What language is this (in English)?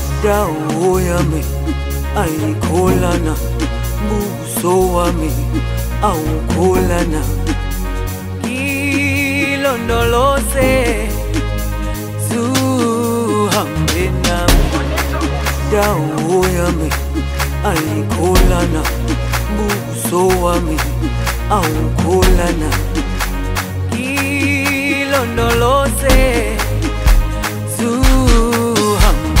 Zulu